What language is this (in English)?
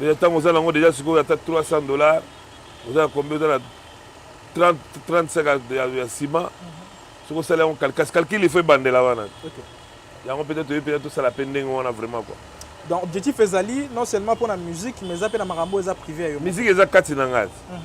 Lingala